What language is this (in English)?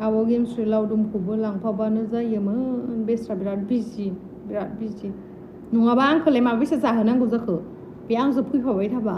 Bodo